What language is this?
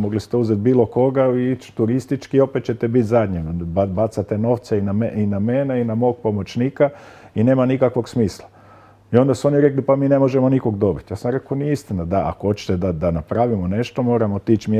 Croatian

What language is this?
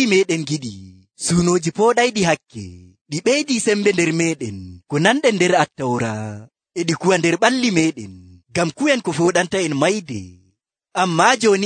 Nigerian Fulfulde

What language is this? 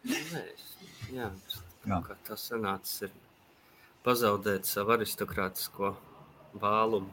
Latvian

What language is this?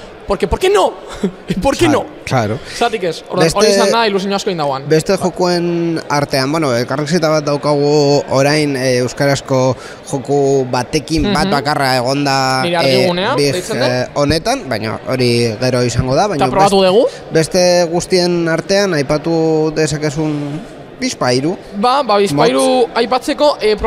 Basque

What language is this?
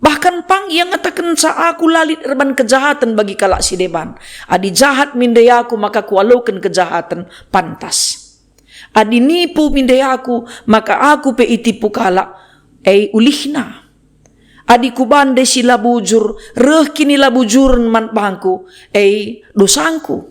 Batak Karo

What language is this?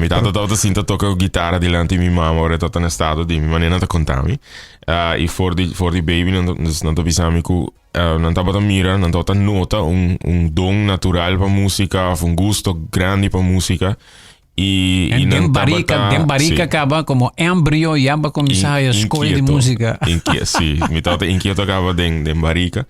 Papiamento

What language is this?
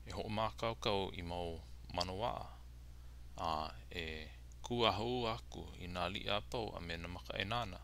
Hawaiian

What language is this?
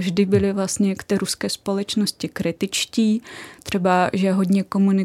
Czech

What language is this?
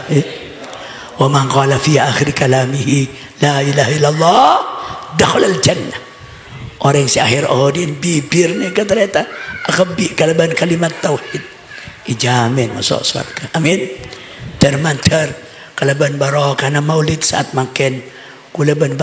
Madurese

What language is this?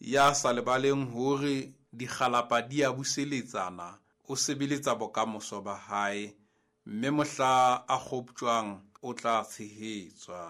Southern Sotho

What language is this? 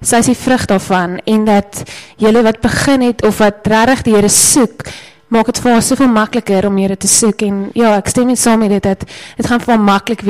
Afrikaans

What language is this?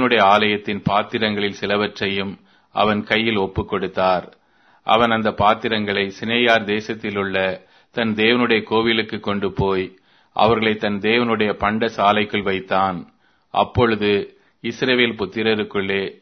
Tamil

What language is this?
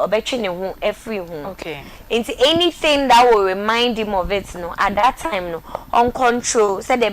Akan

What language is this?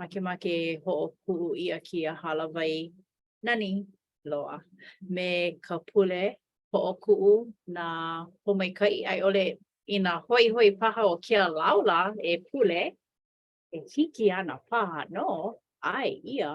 Hawaiian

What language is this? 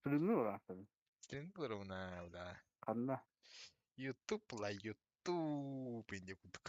Yakut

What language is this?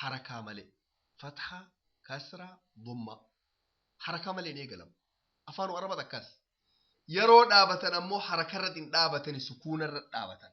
Oromo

